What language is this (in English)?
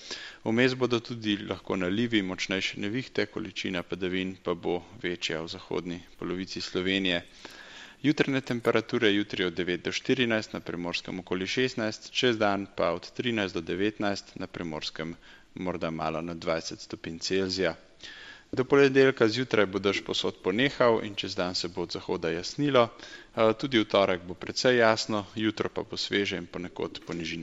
Slovenian